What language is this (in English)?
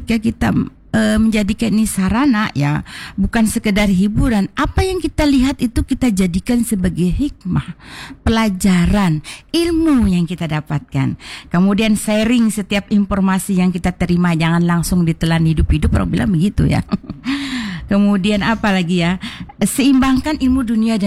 Indonesian